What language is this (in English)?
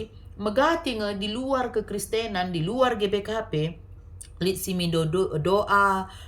Batak Karo